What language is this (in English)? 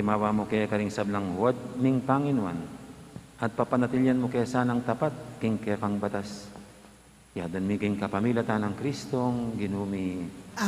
Pampanga